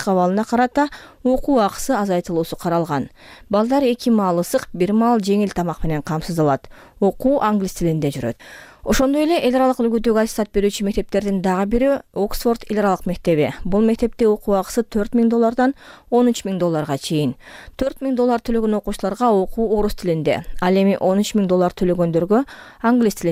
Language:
Kyrgyz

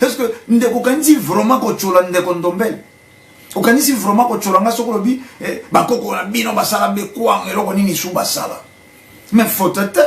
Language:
Lingala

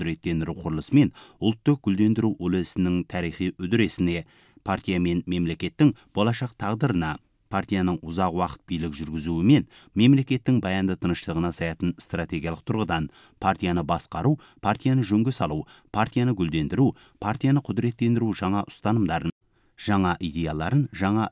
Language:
Kazakh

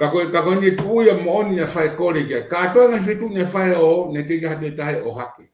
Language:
Tongan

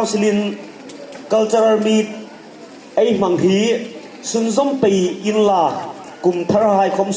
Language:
Hmar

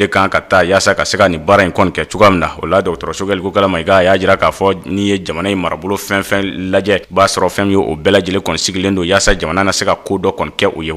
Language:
Bambara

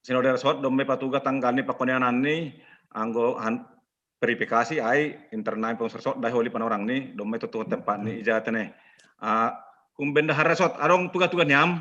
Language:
Batak Simalungun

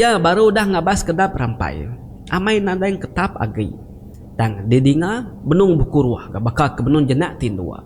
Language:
Iban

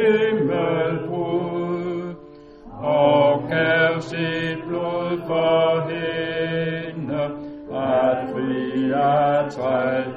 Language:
Danish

